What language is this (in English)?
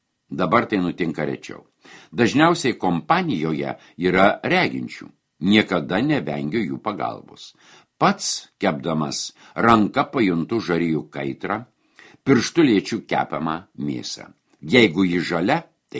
Lithuanian